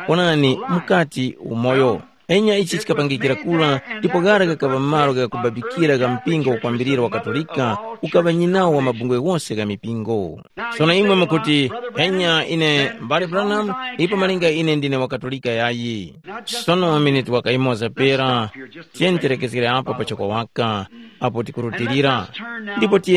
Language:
Tumbuka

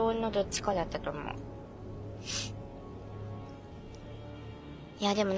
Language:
Japanese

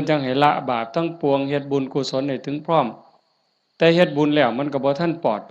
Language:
Northeastern Thai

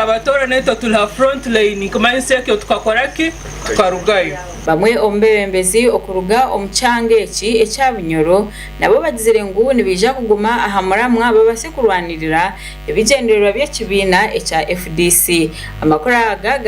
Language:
Nyankole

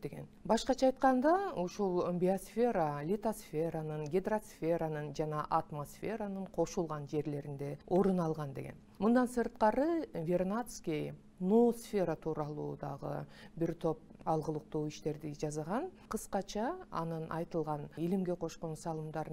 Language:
Kyrgyz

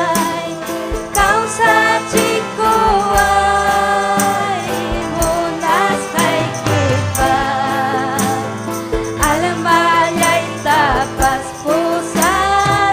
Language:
Ayacucho Quechua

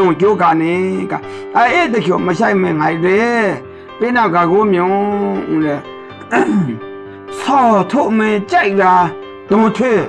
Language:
Maru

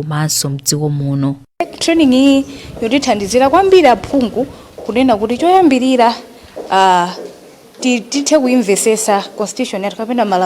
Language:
Nyanja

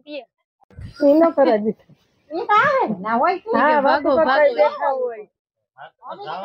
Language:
Gujarati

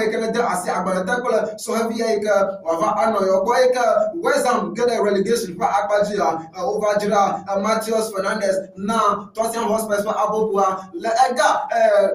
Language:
Ewe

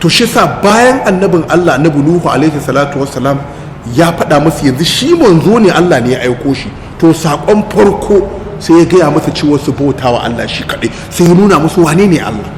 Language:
Hausa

